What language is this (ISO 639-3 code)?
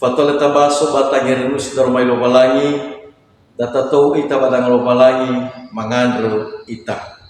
nia